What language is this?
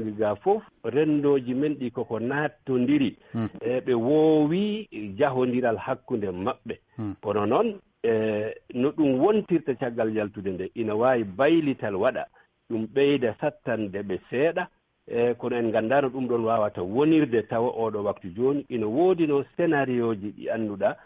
Fula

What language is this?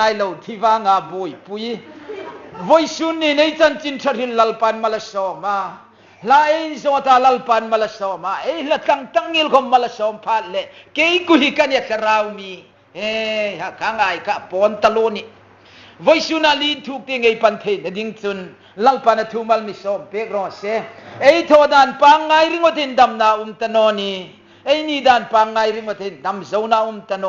Hmar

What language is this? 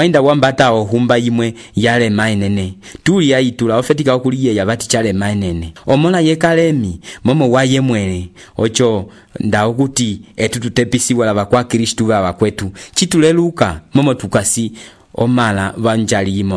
Umbundu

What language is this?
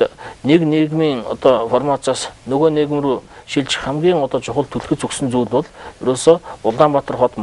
Mongolian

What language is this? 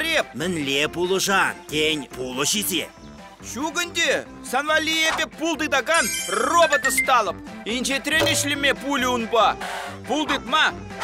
Chuvash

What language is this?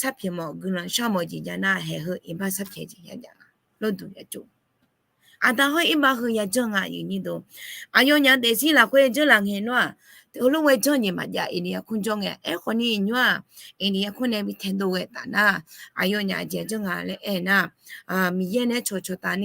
Akha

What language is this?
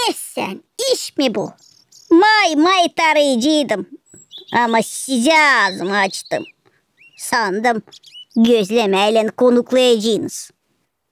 Gagauz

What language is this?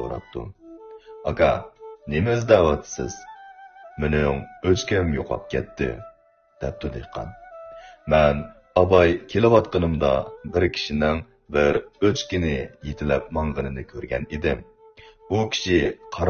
Uyghur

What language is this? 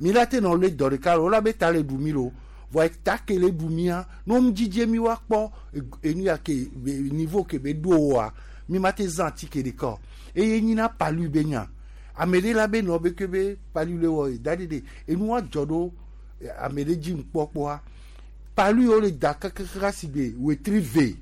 Gen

